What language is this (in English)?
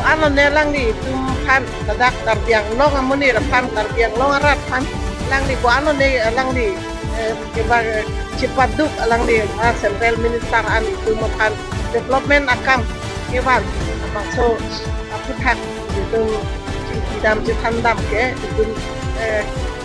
Karbi